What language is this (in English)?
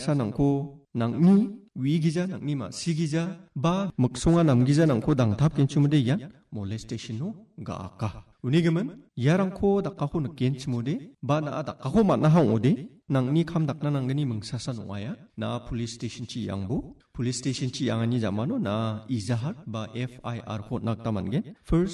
Garo